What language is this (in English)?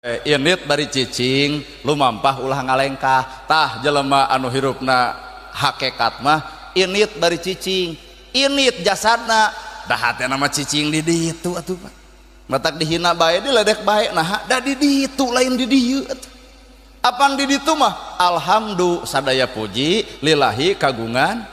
Sundanese